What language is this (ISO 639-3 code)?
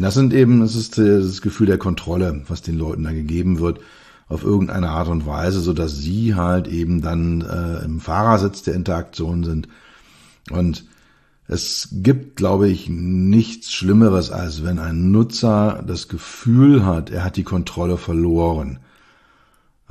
deu